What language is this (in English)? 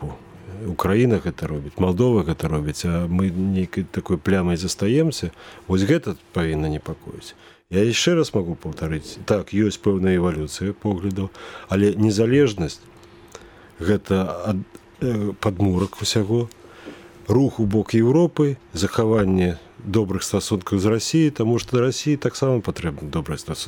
Belarusian